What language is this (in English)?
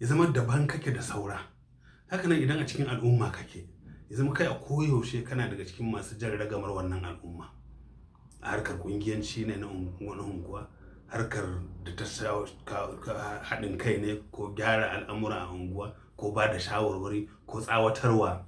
Hausa